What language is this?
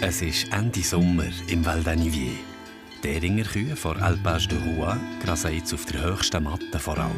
Swiss German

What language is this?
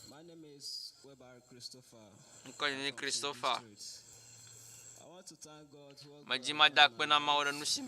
Ewe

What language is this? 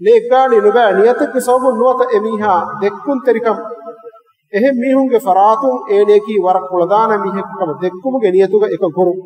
Divehi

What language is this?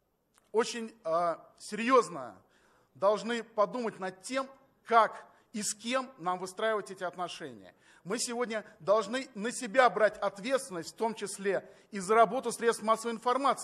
Russian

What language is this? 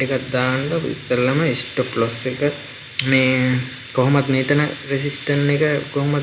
Sinhala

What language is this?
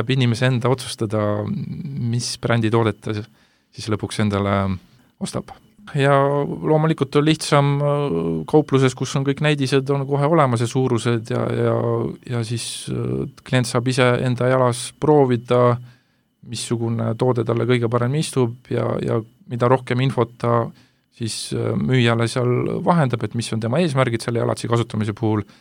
Estonian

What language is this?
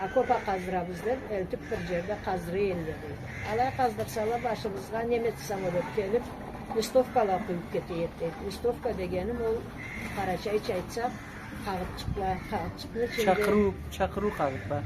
Karachay-Balkar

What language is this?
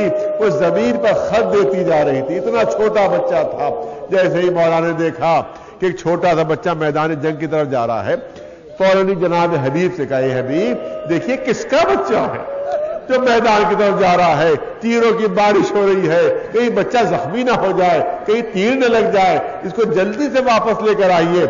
Urdu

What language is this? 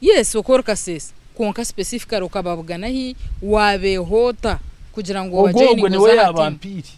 Nyankole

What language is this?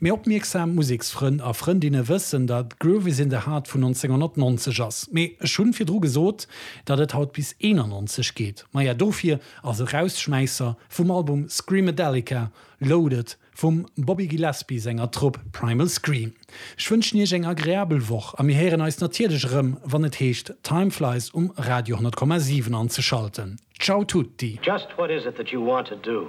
Luxembourgish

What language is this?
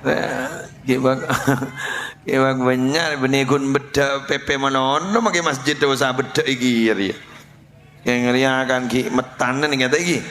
Madurese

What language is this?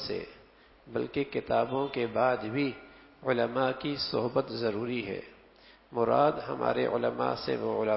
Urdu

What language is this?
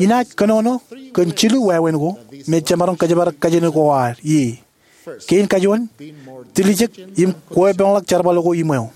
Marshallese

